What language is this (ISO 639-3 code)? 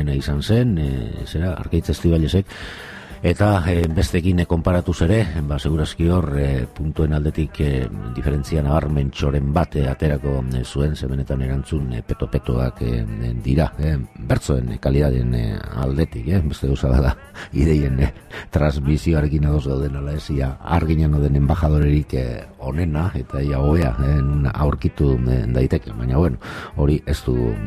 eus